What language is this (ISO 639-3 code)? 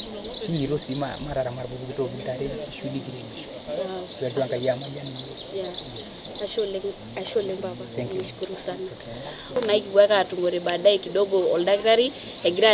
mas